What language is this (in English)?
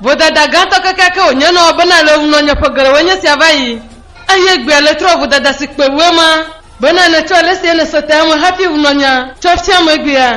Ewe